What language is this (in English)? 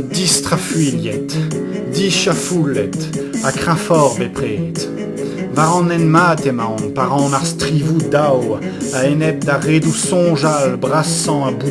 Breton